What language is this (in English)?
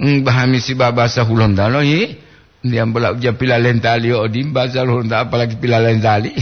Gorontalo